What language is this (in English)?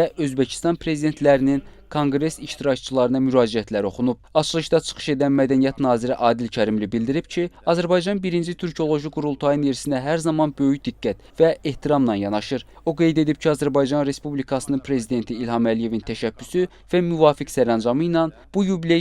Azerbaijani